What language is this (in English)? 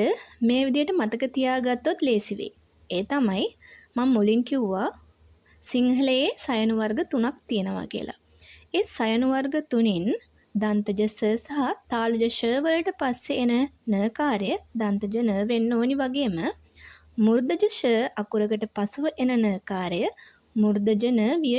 Sinhala